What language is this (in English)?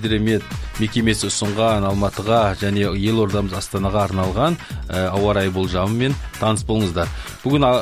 Kazakh